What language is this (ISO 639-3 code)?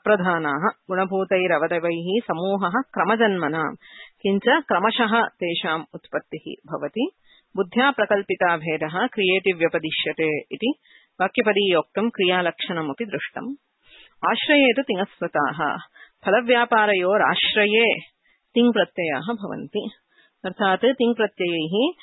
san